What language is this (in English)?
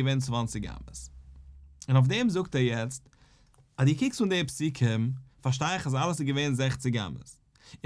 Yiddish